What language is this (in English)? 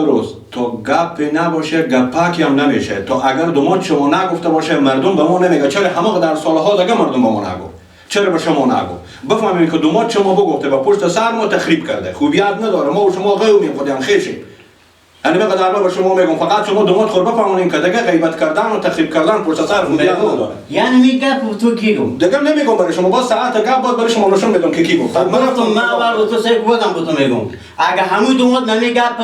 Persian